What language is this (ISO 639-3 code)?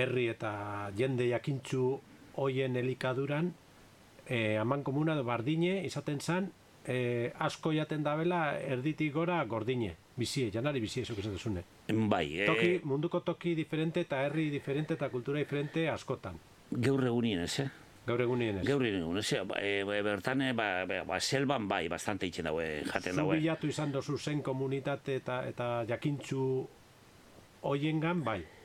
eus